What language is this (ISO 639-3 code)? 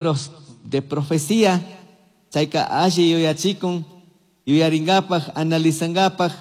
qug